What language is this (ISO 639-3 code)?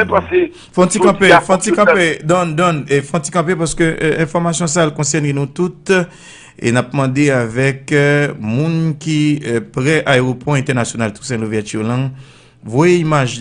hat